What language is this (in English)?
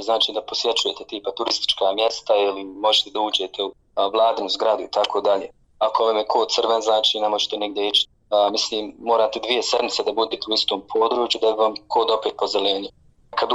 Bosnian